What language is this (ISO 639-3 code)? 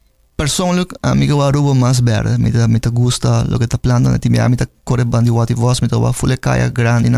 pap